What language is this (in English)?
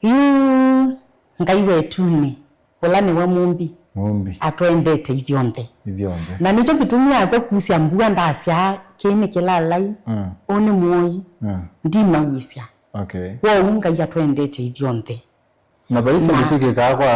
Kamba